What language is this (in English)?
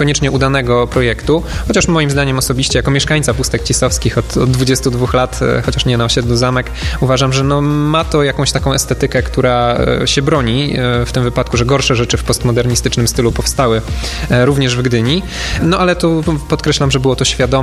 Polish